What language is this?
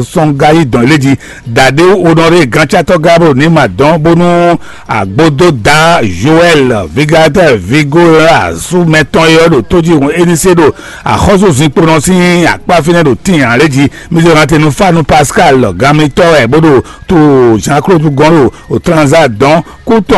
Fon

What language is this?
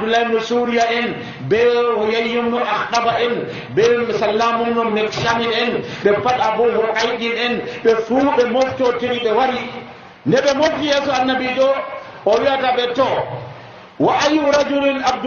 Nigerian Fulfulde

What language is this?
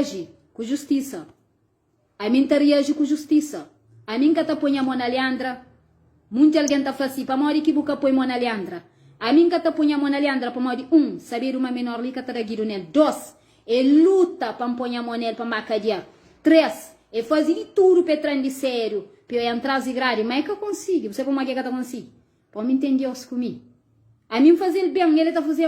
Kabuverdianu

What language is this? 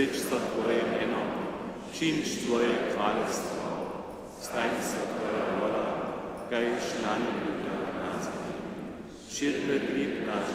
Upper Sorbian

